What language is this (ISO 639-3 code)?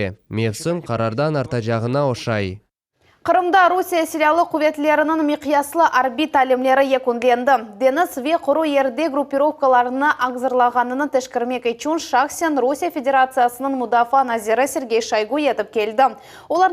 crh